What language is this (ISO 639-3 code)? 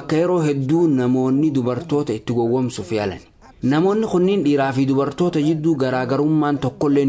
orm